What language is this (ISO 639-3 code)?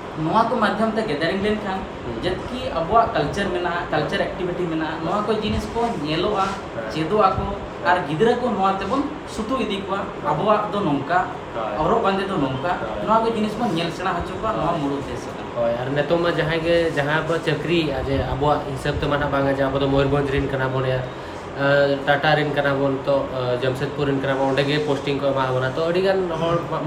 sat